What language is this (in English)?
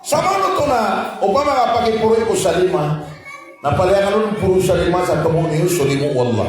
Maranao